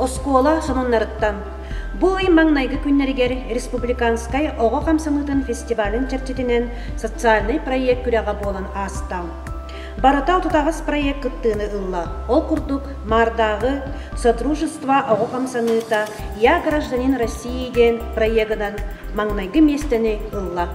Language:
Yakut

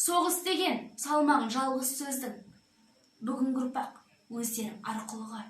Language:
Kazakh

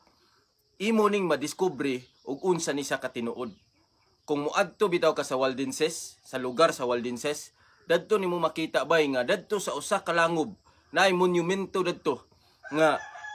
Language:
Cebuano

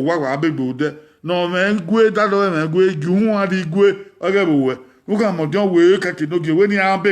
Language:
Bini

